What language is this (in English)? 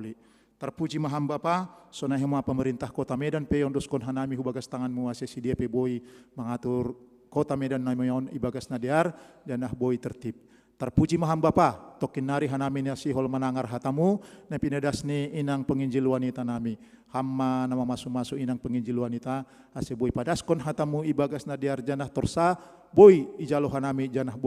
Batak Simalungun